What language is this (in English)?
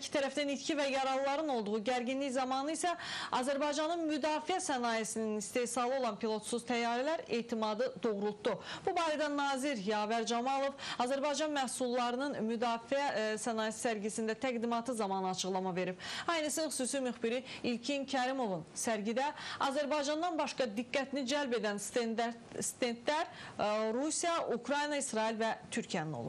Azerbaijani